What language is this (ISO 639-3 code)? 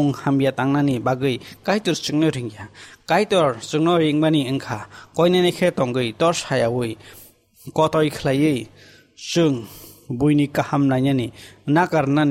trp